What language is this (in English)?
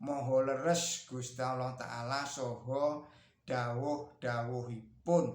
Javanese